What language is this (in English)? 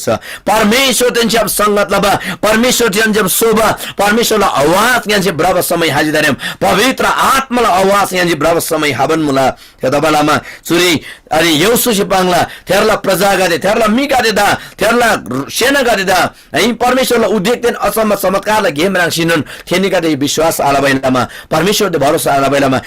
Eastern Tamang